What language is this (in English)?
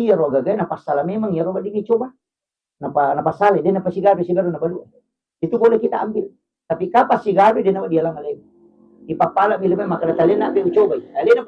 Buginese